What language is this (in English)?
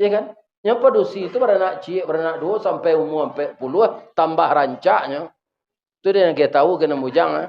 Minangkabau